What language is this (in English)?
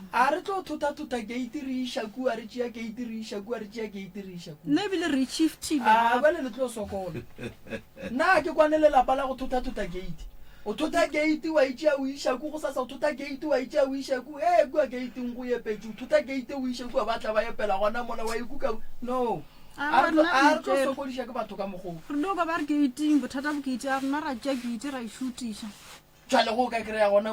Northern Sotho